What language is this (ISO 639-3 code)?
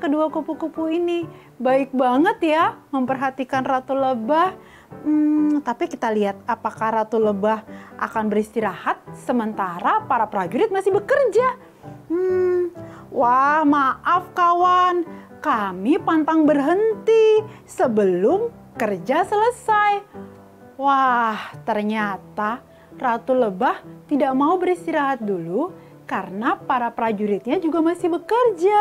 ind